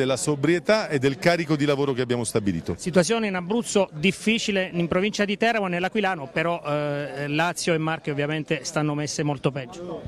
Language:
Italian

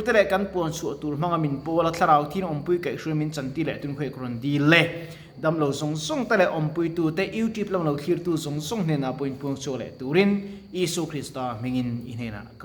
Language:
Mizo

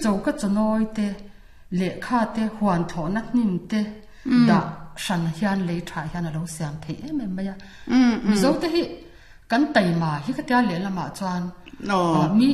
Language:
Mizo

